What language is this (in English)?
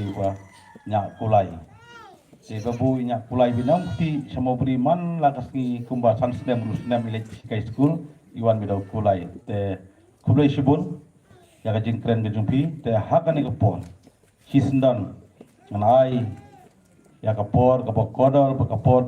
Khasi